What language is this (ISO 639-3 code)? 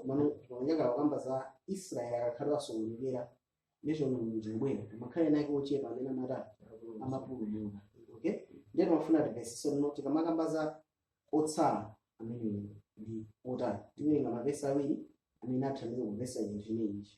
nya